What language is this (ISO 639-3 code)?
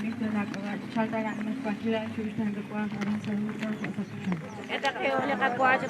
kek